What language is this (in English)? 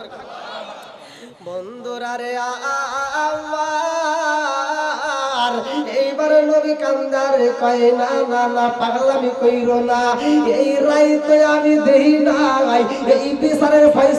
Bangla